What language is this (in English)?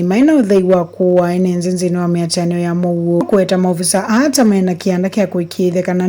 Kamba